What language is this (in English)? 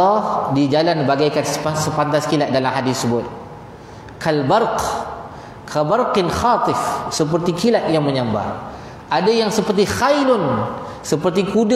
Malay